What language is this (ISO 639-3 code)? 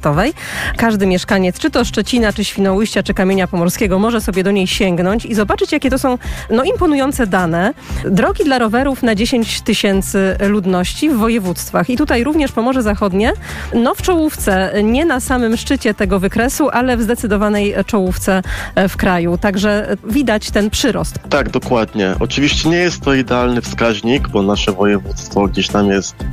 pol